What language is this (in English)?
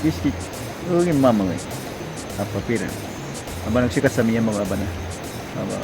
Awa-Cuaiquer